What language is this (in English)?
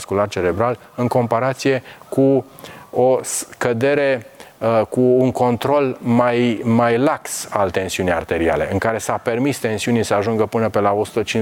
Romanian